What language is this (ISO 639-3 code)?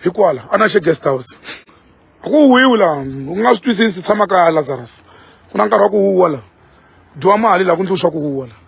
tso